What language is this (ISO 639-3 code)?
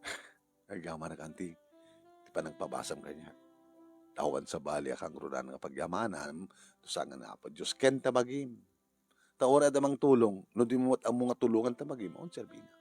ilo